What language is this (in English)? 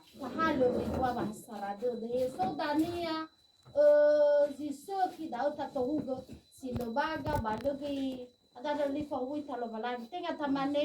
Nias